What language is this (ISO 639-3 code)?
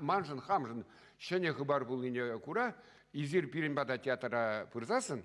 chv